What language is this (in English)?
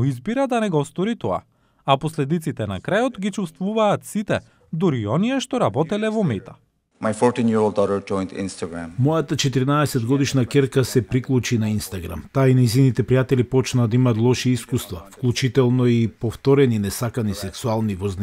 Macedonian